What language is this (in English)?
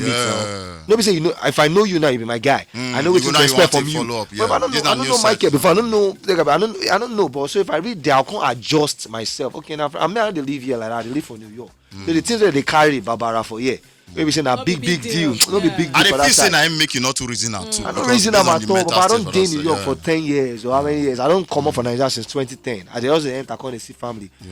Nigerian Pidgin